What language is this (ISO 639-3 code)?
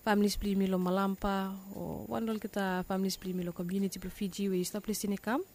bis